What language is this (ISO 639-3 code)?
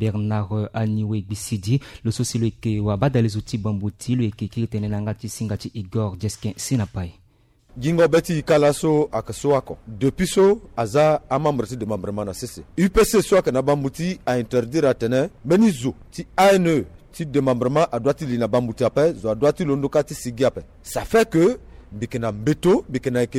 sag